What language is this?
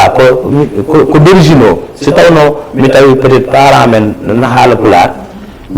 Fula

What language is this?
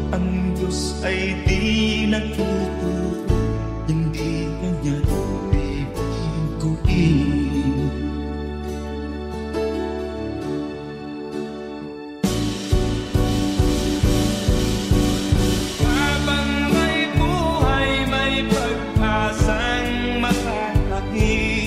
Filipino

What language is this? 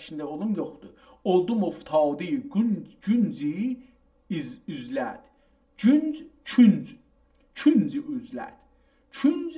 South Azerbaijani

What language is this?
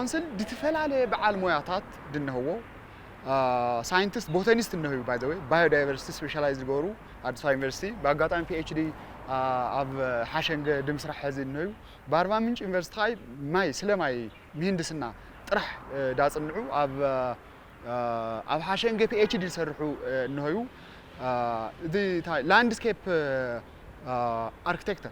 Tigrinya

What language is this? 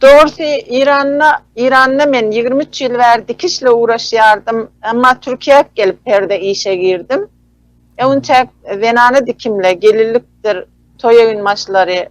Turkmen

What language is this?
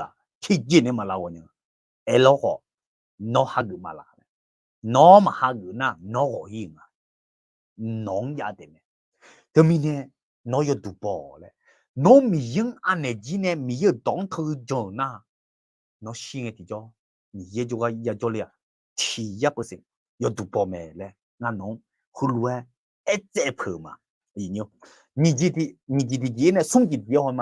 Akha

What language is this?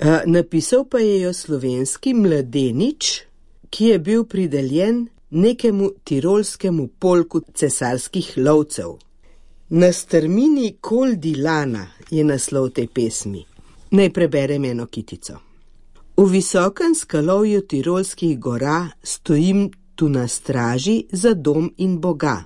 Slovenian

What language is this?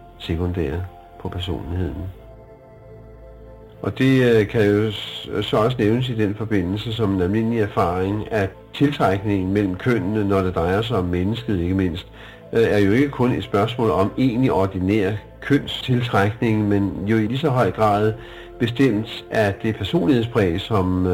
Danish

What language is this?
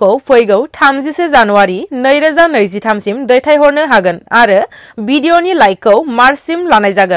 Bodo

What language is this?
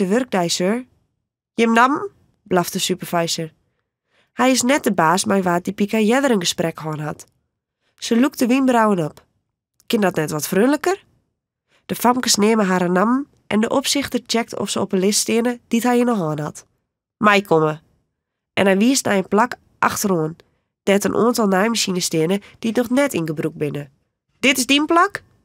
Western Frisian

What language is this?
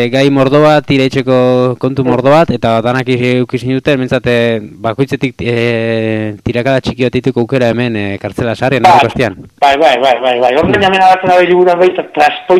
Basque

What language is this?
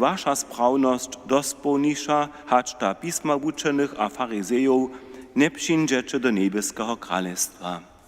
Upper Sorbian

